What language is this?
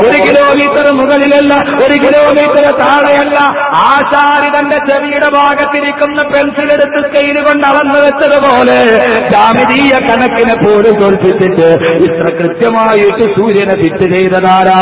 Malayalam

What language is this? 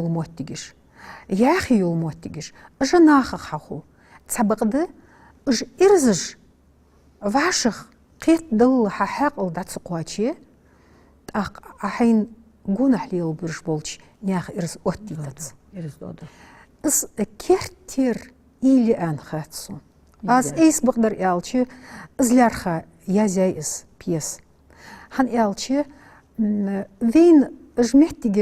Ingush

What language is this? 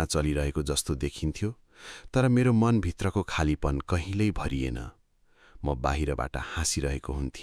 Nepali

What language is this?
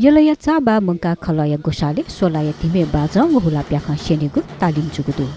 Newari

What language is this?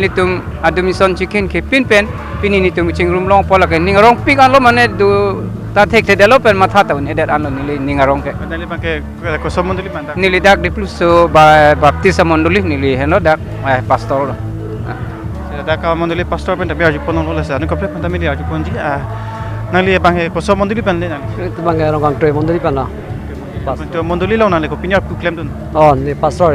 Karbi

